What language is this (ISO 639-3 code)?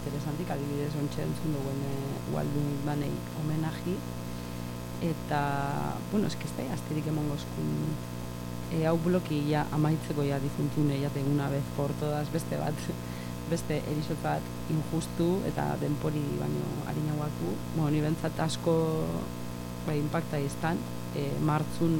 eus